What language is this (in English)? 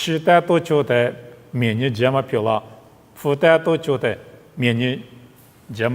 Lisu